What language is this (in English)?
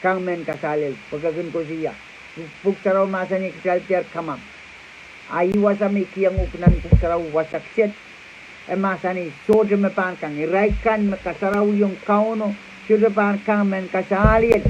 Pohnpeian